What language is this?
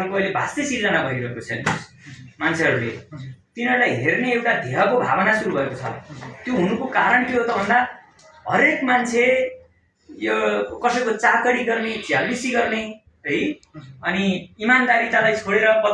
Nepali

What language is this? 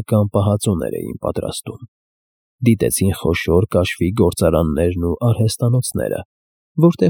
Armenian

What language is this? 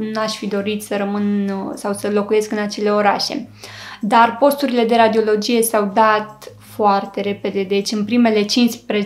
Romanian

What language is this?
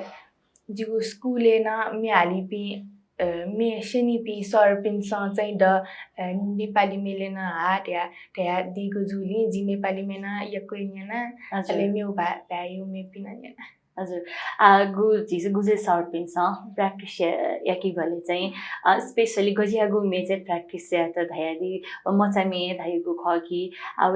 Newari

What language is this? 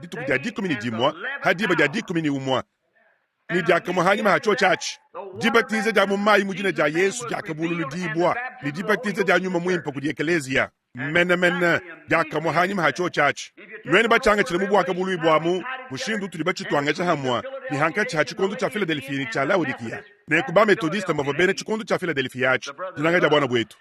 Luba-Lulua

